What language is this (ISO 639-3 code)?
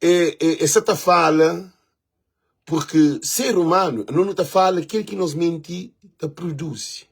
kea